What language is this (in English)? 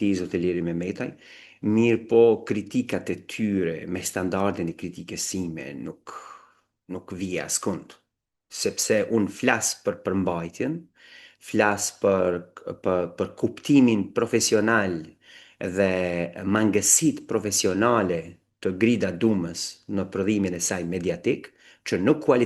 Albanian